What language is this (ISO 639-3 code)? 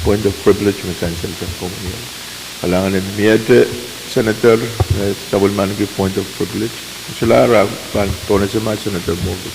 pon